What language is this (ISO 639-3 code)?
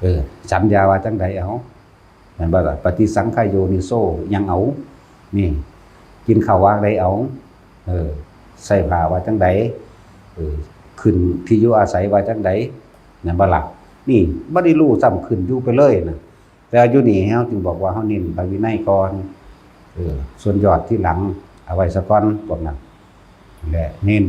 tts